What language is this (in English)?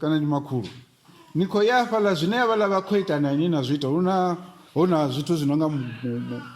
Venda